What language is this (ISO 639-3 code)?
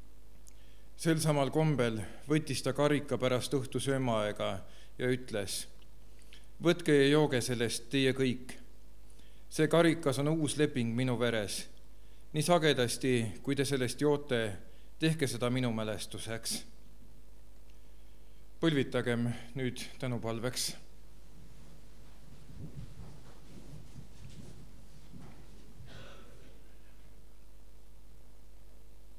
est